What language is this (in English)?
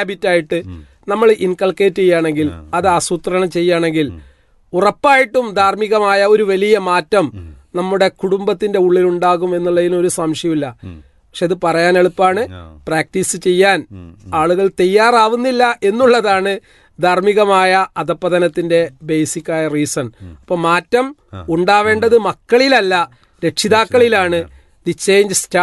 Malayalam